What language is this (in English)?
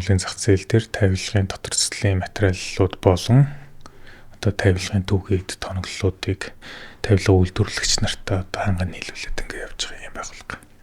Mongolian